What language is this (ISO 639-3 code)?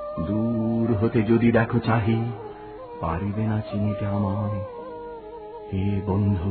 ben